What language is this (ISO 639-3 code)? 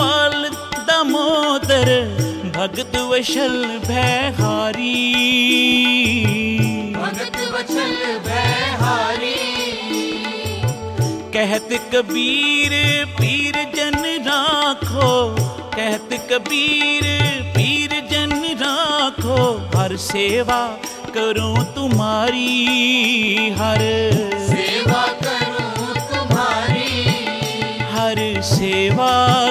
hin